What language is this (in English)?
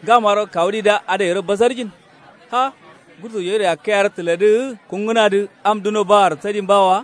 Kanuri